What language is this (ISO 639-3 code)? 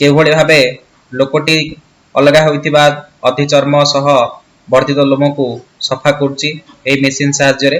ori